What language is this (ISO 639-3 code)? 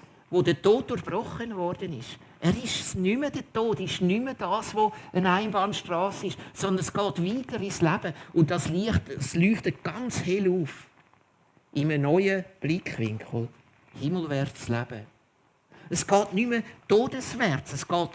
gsw